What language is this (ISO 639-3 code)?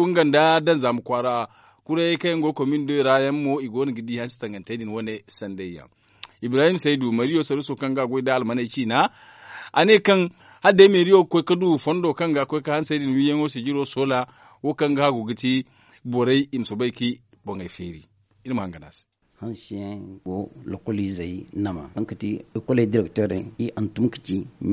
dje